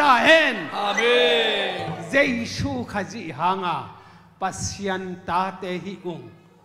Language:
Tedim Chin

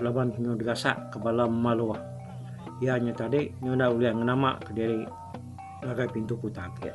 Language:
Iban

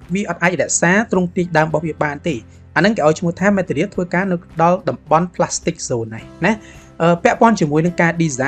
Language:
Khmer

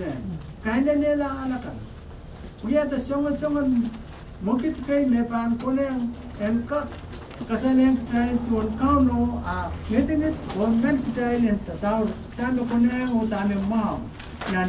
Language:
Pohnpeian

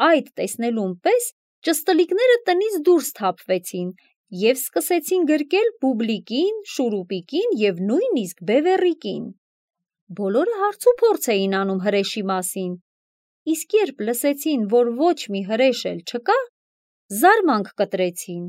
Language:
Armenian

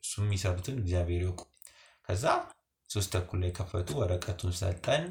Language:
Amharic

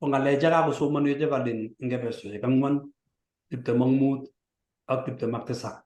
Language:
Kalenjin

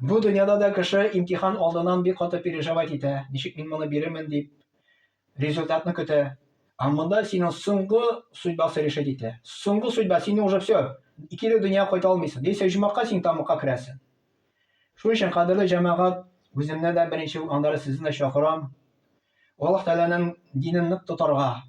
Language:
Tatar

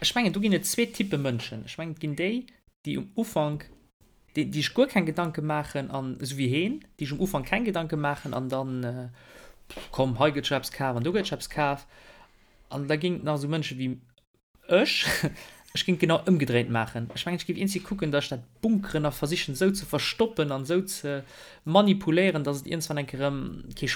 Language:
Luxembourgish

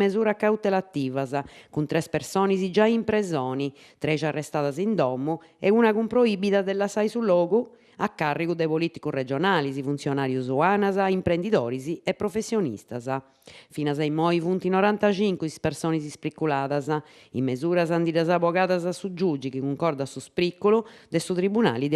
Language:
Sardinian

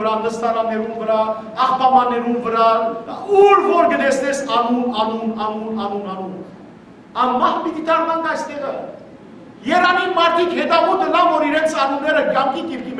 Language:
Western Armenian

